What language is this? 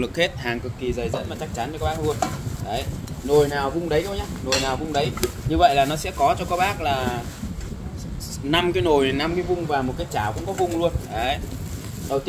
Vietnamese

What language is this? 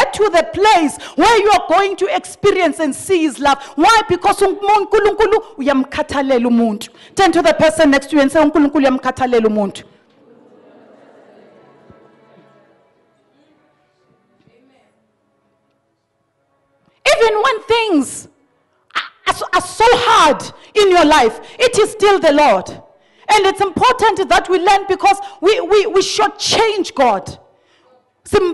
English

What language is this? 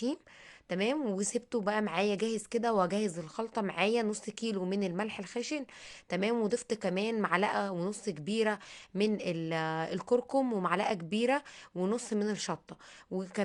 Egyptian Arabic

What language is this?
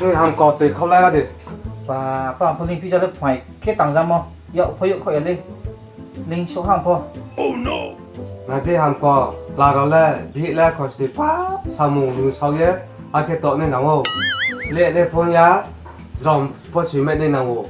Riang (India)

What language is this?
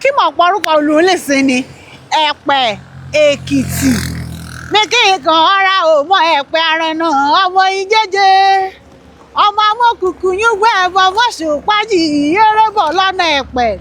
Yoruba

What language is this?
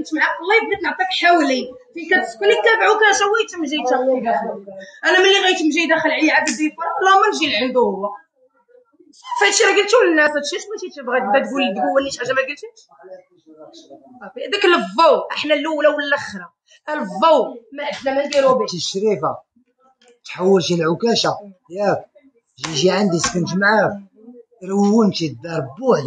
Moroccan Arabic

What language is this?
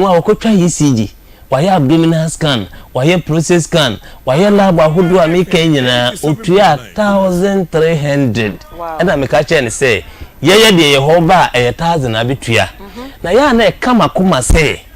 Akan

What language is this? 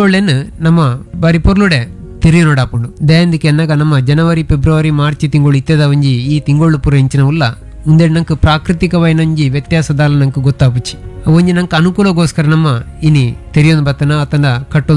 Tulu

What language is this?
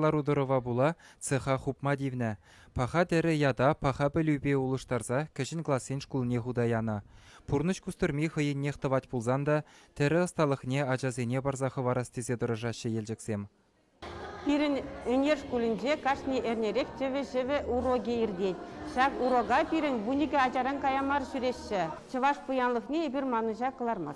Chuvash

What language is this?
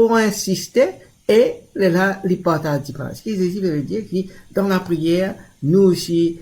Morisyen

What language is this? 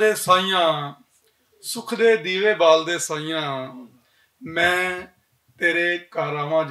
Western Panjabi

